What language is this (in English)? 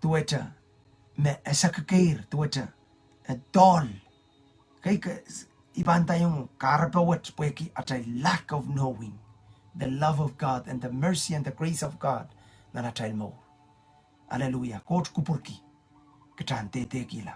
Pohnpeian